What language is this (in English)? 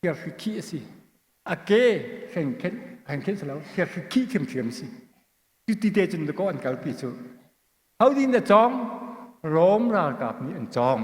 Hakha Chin